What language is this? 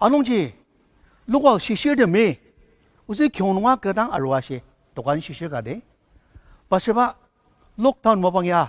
Ao Naga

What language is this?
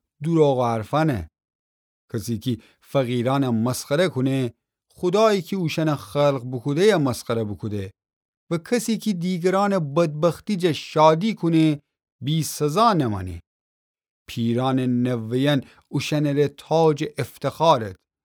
Gilaki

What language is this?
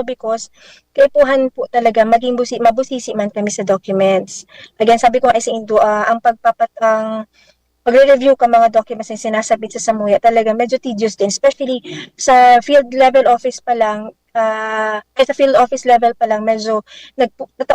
Bikol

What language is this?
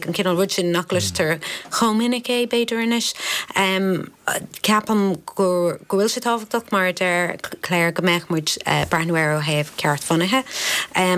Irish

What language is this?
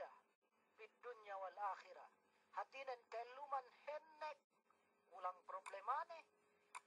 Yakan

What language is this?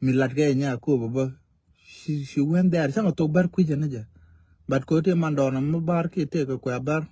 Nuer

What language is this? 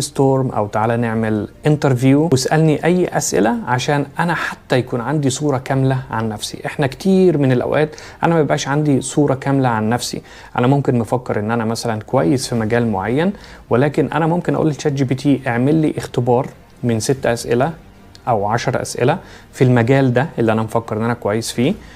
Egyptian Arabic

